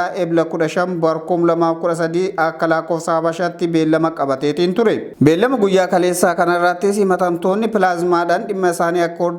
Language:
Oromo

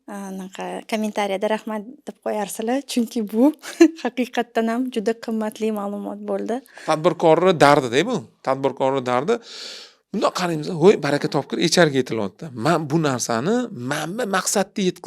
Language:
Uzbek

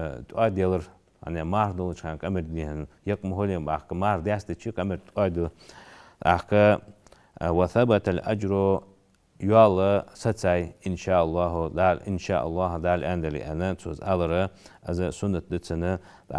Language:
Ingush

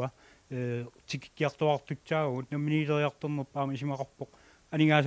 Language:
Kalaallisut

